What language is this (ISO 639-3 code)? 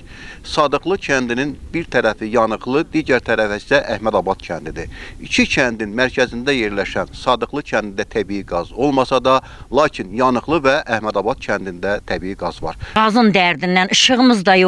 aze